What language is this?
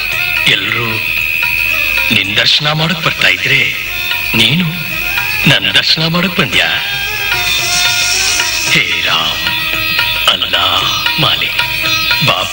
Kannada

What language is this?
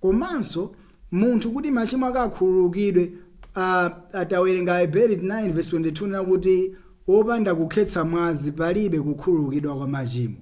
Nyanja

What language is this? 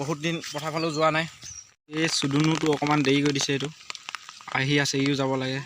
Assamese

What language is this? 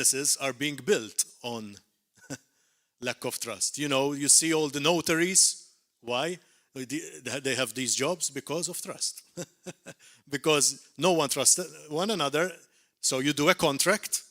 English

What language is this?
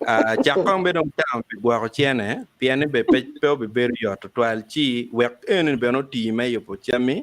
Acoli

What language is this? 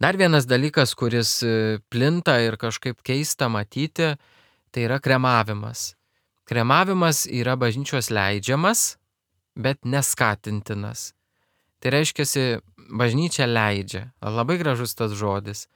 Lithuanian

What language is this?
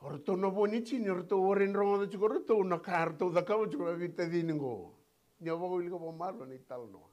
Fijian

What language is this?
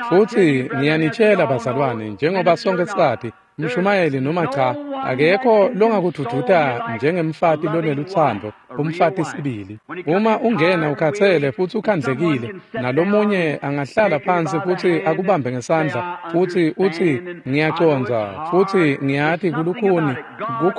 Swati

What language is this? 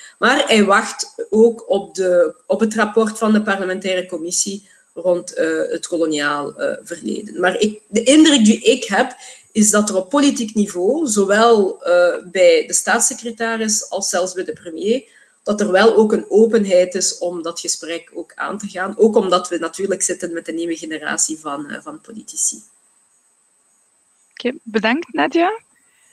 Dutch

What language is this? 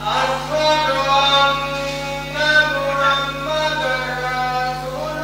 Pular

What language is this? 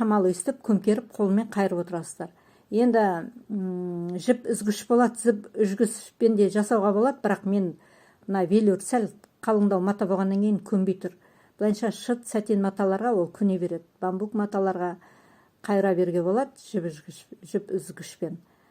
Kazakh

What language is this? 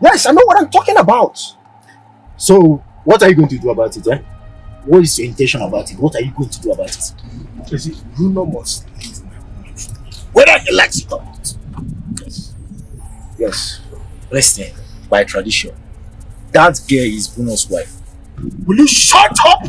Nigerian Pidgin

